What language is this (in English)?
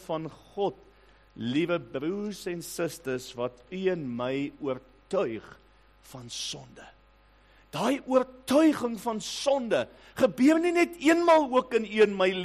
Afrikaans